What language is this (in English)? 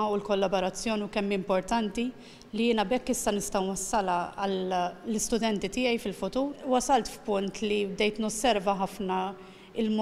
Maltese